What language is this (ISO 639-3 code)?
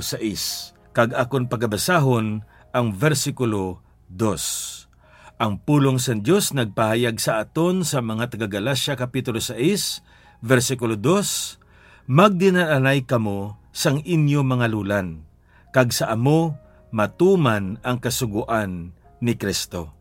hil